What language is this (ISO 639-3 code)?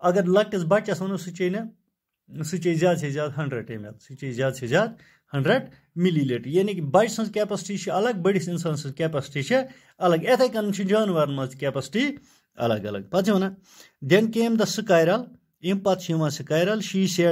kas